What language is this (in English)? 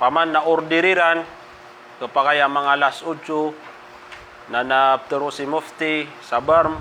Maranao